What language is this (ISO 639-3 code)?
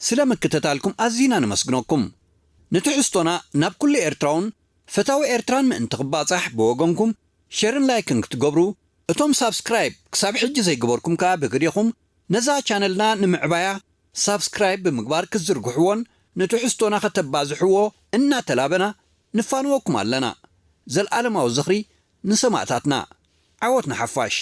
tir